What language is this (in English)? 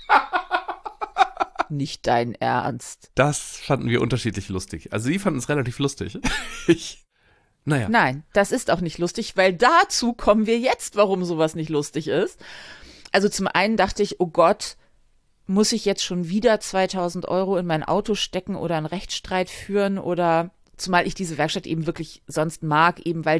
German